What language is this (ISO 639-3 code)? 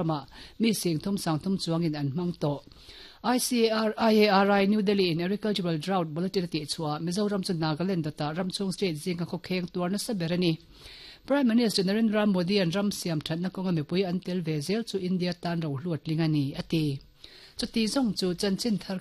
lus